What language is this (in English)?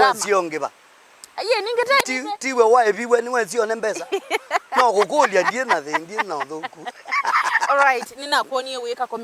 Kamba